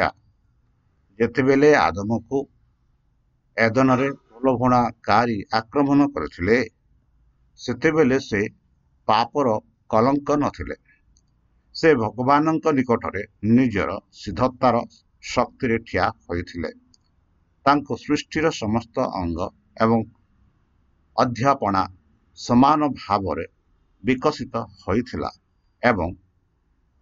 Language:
Odia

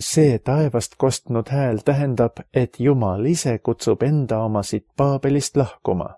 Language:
Estonian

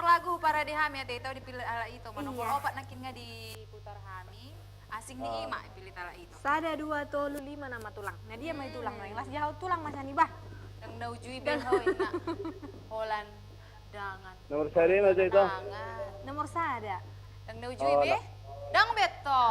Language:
Batak Toba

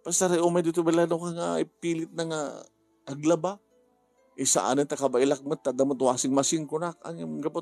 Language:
Iloko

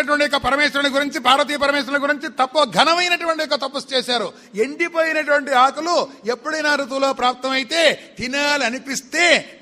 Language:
Telugu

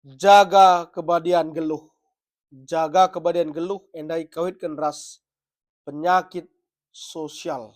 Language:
Batak Karo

